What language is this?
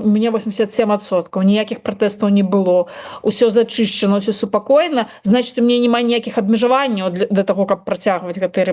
Belarusian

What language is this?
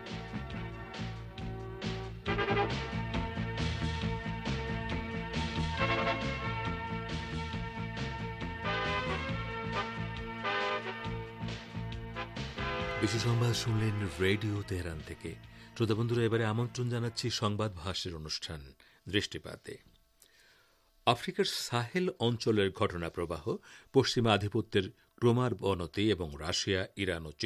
Bangla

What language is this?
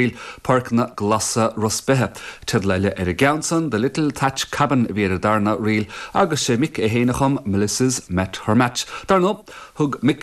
Irish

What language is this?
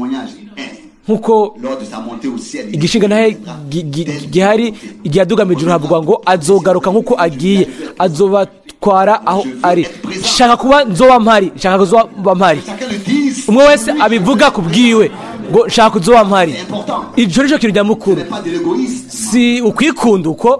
Rundi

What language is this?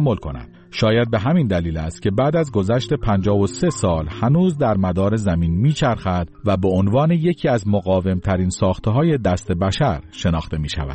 Persian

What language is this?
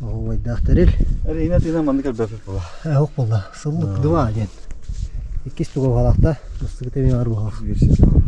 Yakut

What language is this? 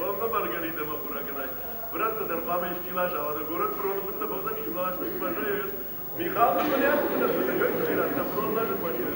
Ossetic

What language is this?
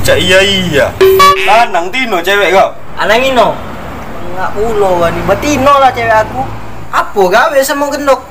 Musi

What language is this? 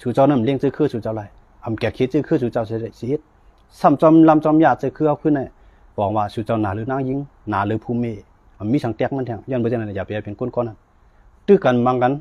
Shan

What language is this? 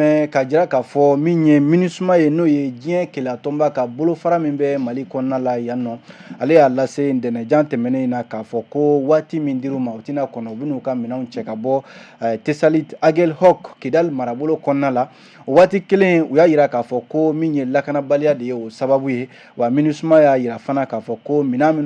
Bambara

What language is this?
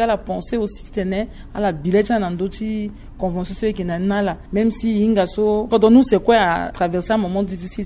Sango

